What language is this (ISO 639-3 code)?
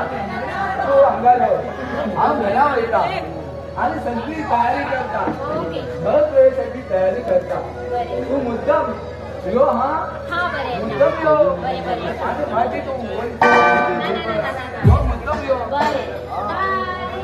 kok